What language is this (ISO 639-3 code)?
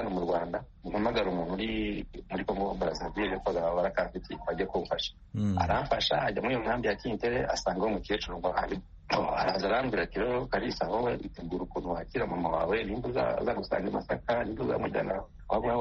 kin